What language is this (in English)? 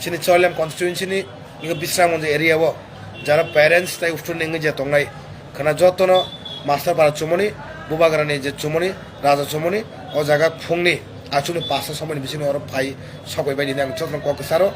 Kok Borok